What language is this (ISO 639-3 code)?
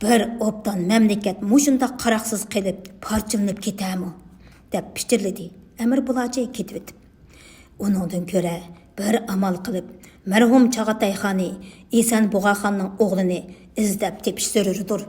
uig